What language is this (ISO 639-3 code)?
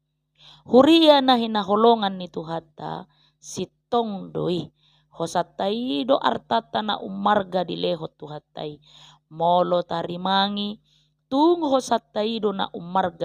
bbc